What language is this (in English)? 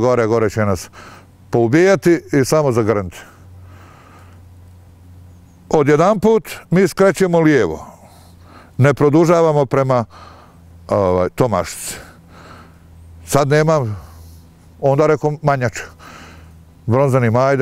Bosnian